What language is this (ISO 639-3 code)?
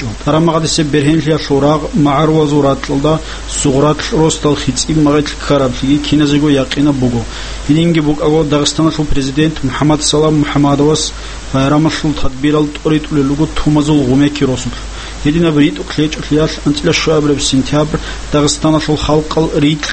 ava